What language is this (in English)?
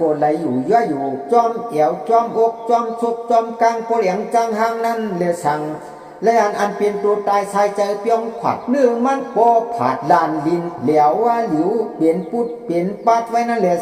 Shan